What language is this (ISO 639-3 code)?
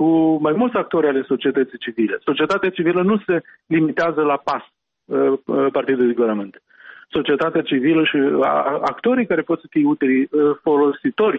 ron